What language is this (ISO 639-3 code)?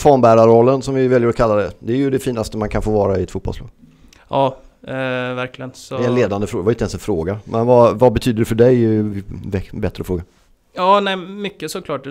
swe